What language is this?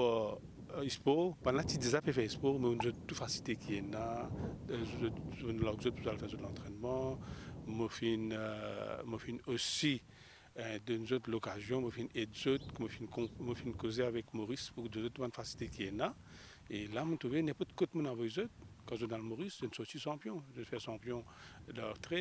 Morisyen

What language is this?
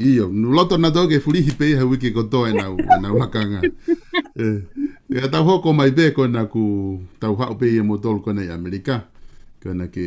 Tongan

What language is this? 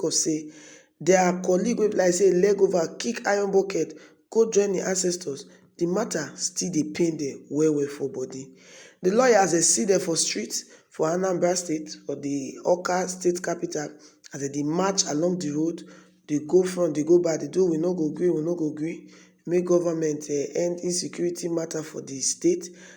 Nigerian Pidgin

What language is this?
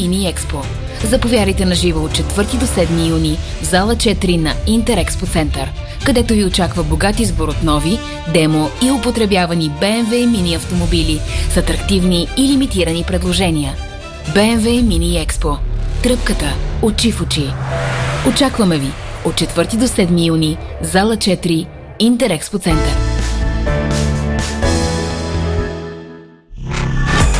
Bulgarian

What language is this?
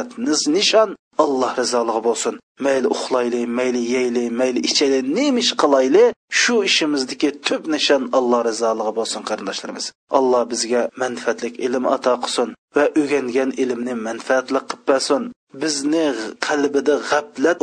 Uyghur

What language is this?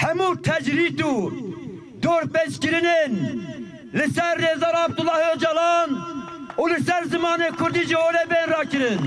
Kurdish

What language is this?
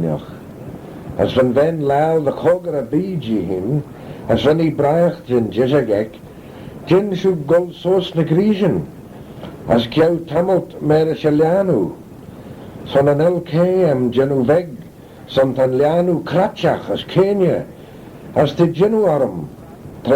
Manx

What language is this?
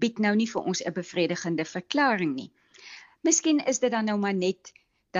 Afrikaans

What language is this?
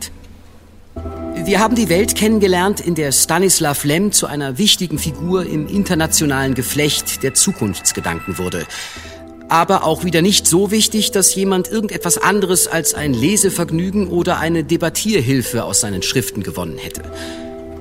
German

